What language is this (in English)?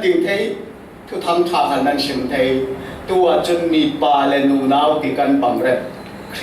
Falam Chin